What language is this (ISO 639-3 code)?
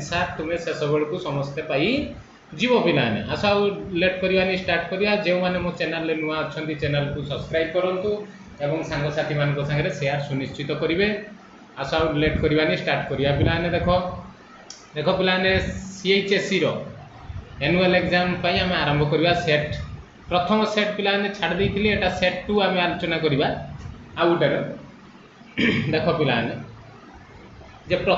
ori